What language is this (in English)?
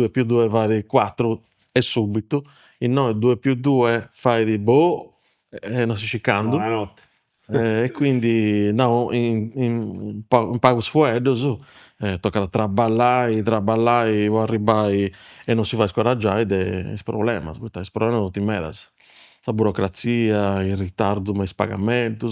Sardinian